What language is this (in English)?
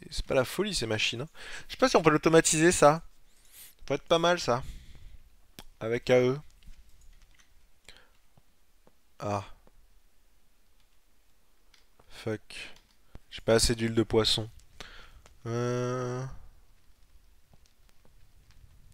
French